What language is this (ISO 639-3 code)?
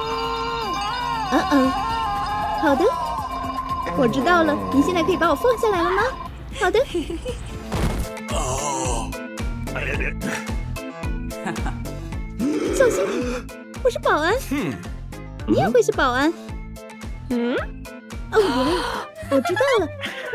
zho